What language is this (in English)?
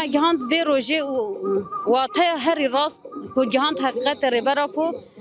Kurdish